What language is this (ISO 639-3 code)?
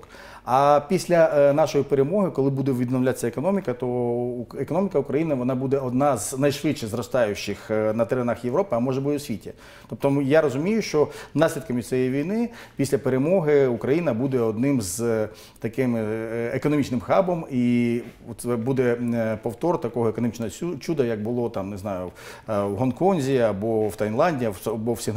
ukr